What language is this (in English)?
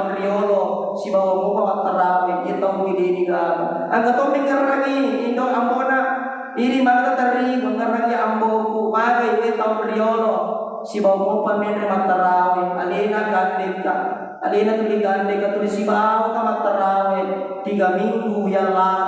Buginese